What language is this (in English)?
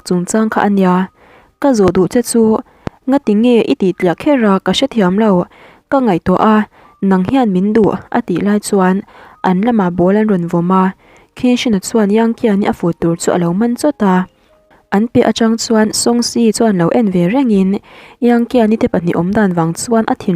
Mizo